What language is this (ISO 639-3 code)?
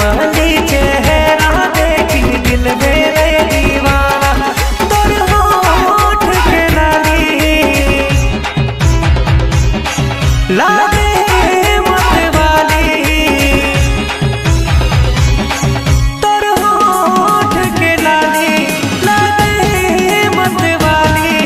bho